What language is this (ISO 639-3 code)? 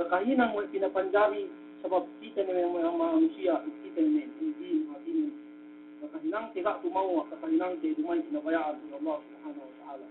yka